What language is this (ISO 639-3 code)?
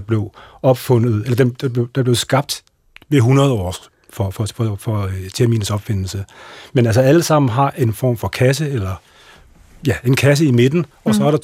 dan